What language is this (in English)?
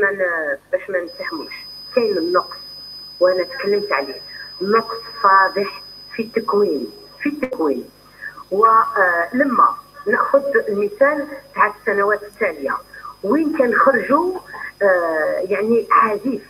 Algerian Arabic